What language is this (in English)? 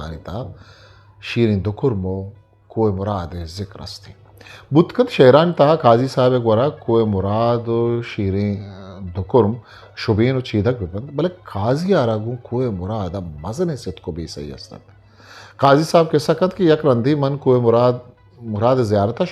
Eastern Balochi